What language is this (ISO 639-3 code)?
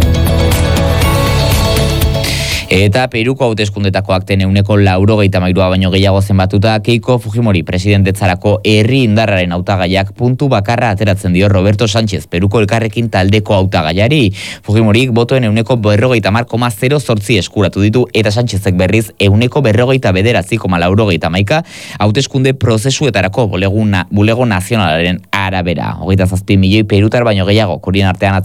eus